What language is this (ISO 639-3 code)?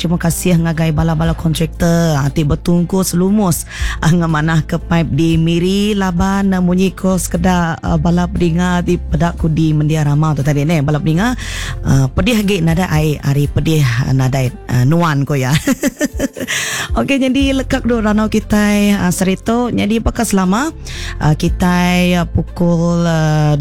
iba